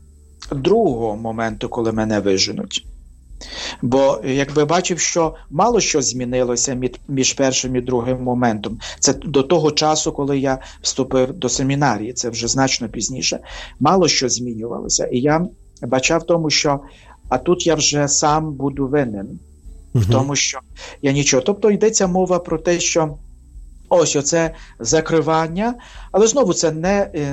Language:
Ukrainian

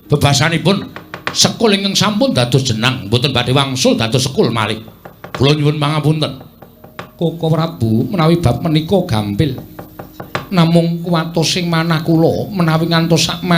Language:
Javanese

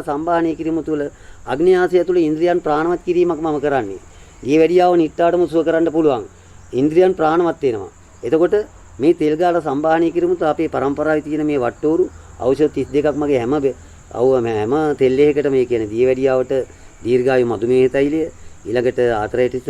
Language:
Sinhala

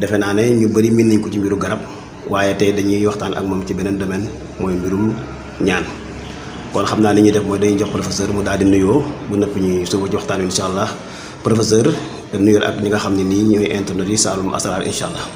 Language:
Wolof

